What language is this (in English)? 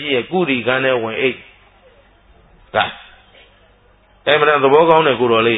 Burmese